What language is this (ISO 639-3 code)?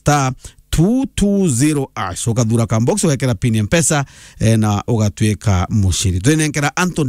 mer